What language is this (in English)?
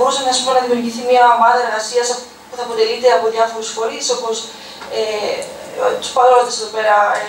Greek